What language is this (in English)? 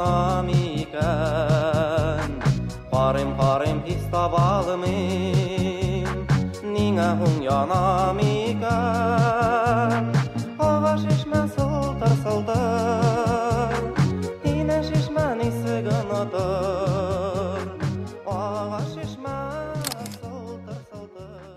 Bashkir